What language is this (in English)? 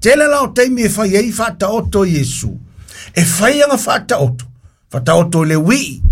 Samoan